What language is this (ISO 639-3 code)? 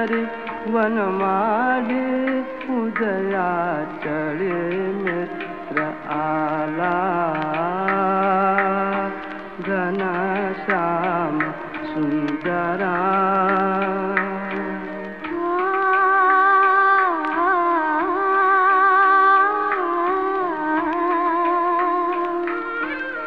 mar